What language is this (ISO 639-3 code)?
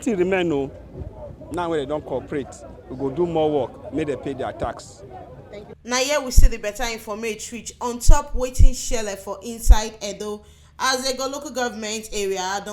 pcm